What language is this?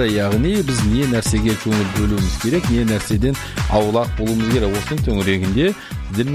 Kazakh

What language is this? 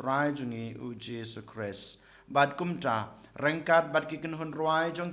Khasi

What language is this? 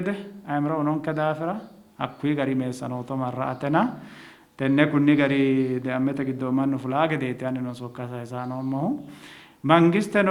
Sidamo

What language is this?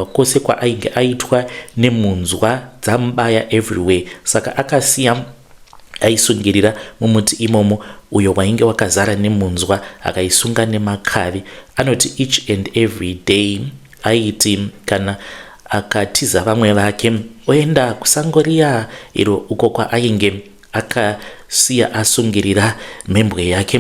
Shona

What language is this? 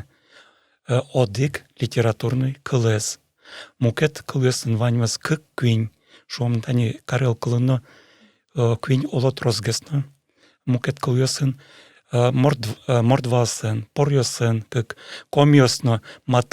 Udmurt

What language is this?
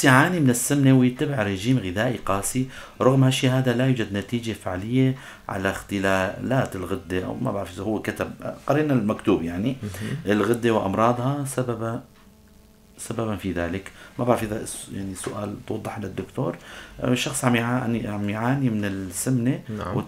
North Levantine Arabic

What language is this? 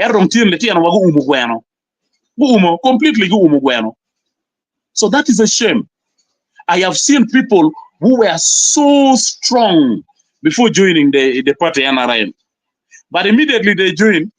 Acoli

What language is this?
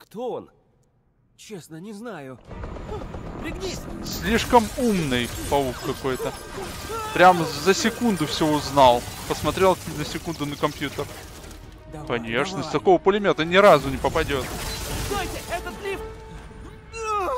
Russian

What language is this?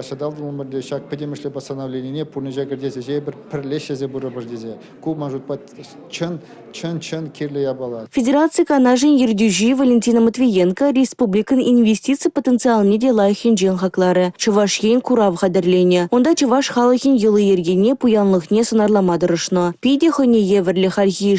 Chuvash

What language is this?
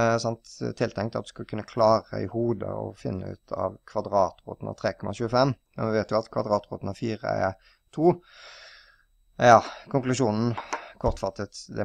Norwegian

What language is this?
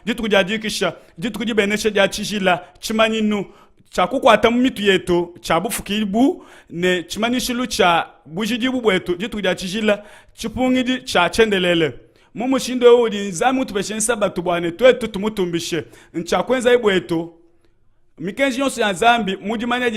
Luba-Lulua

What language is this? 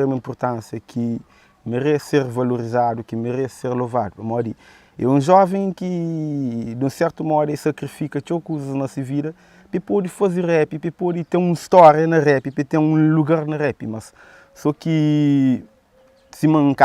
Kabuverdianu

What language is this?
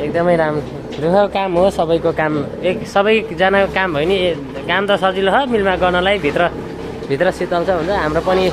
Nepali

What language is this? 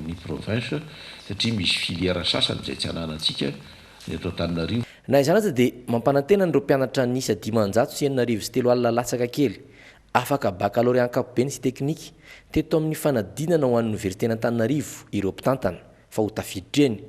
Malagasy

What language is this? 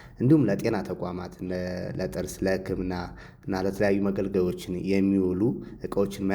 Amharic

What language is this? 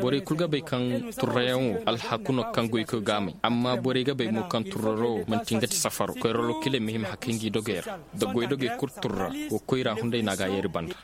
Koyraboro Senni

